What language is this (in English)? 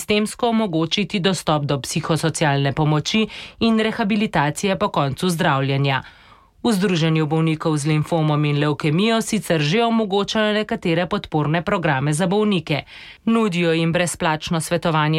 Slovenian